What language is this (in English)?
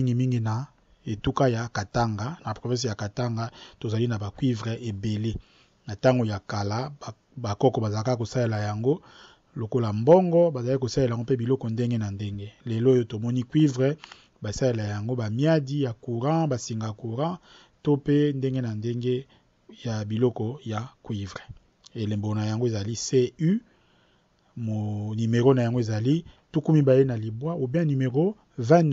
Lingala